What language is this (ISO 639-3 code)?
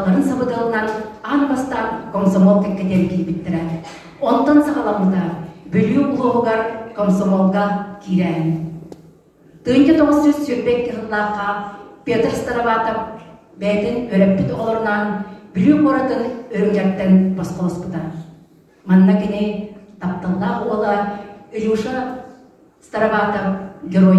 sah